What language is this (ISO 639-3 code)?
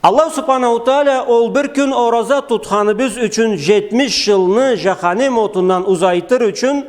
krc